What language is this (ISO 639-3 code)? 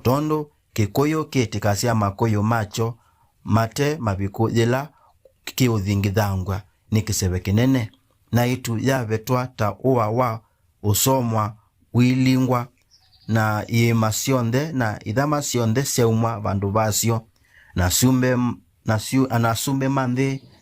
kam